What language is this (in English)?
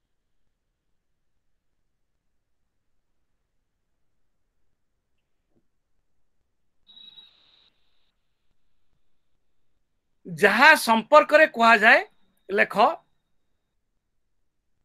Odia